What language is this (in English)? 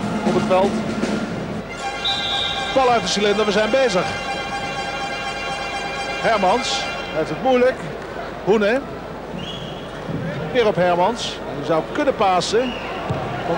Dutch